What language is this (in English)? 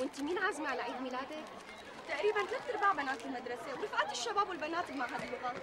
North Levantine Arabic